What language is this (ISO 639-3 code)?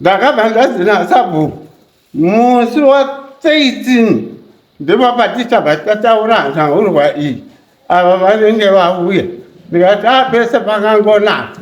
sna